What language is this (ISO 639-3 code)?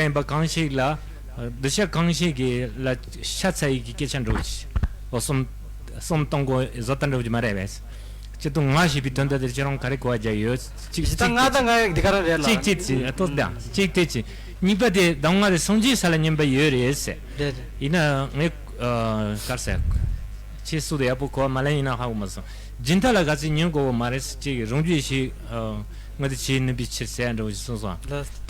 bod